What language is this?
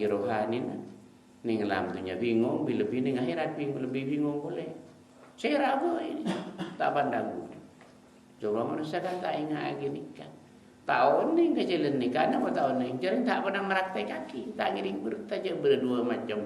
Madurese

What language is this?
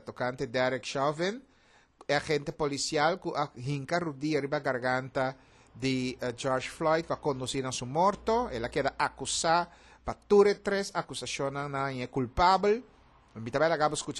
Papiamento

